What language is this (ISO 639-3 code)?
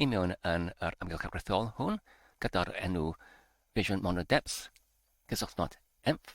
cym